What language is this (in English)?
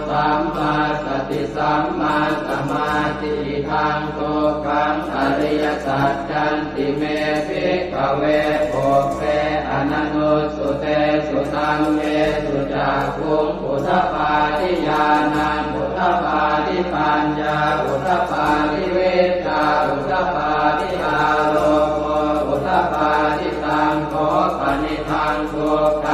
Pali